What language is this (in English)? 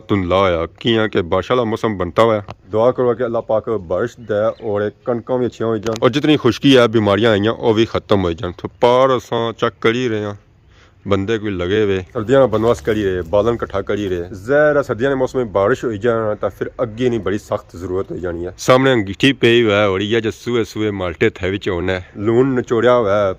Pahari-Potwari